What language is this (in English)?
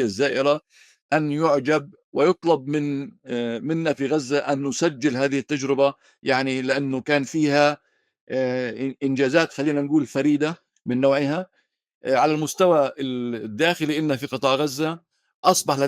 North Levantine Arabic